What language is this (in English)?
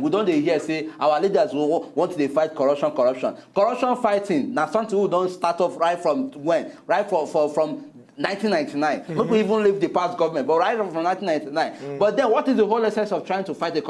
Nigerian Pidgin